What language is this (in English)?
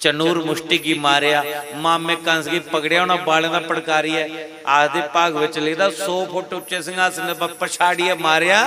Dogri